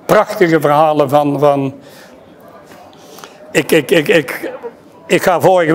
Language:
Dutch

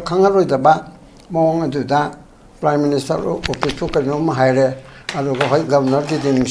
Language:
Manipuri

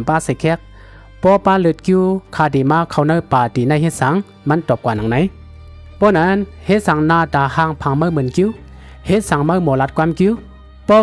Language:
Shan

